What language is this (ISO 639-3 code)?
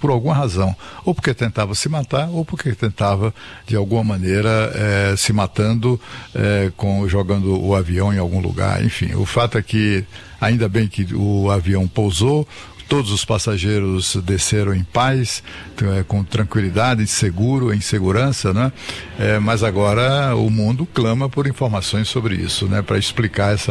por